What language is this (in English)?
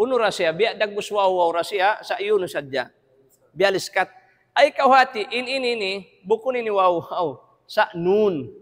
Tausug